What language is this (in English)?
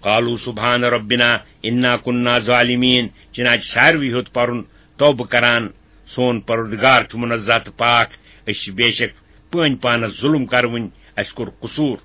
Kashmiri